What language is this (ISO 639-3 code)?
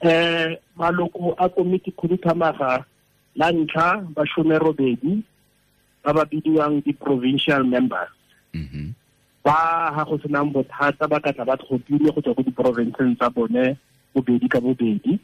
tsn